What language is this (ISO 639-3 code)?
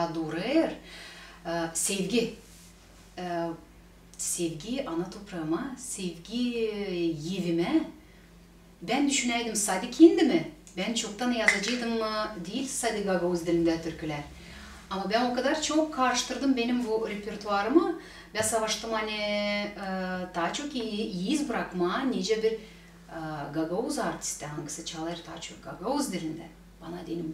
gag